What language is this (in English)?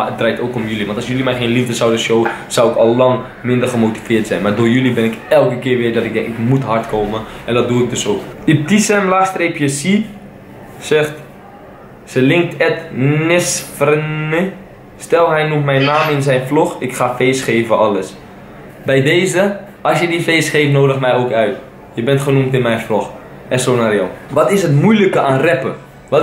Dutch